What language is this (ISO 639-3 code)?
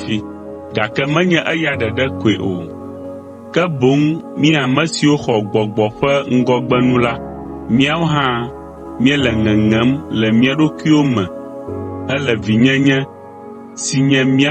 ewe